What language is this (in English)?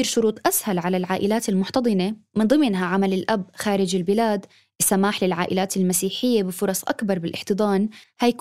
North Levantine Arabic